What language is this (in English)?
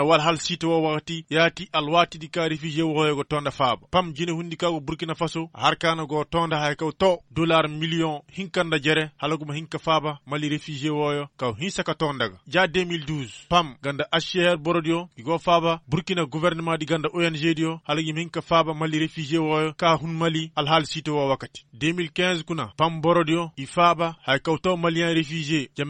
Koyraboro Senni